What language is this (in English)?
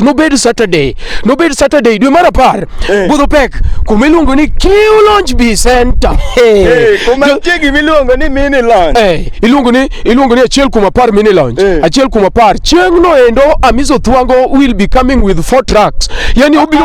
Luo (Kenya and Tanzania)